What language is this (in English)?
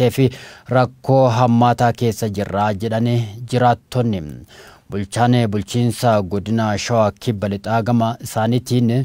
Oromo